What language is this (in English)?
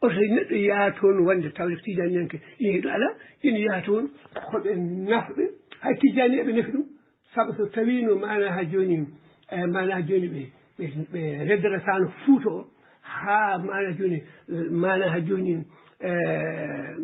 Fula